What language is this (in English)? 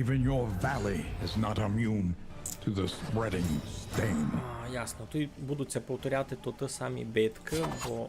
Rusyn